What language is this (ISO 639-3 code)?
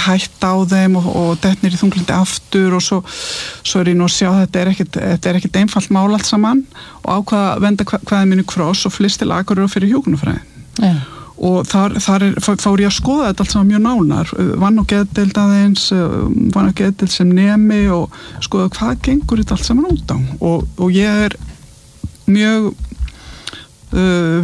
isl